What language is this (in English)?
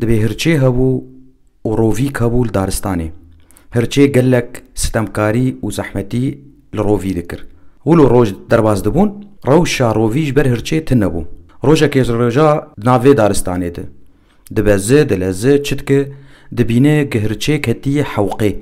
Kurdish